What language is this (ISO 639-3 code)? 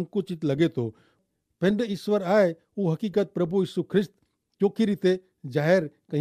kfr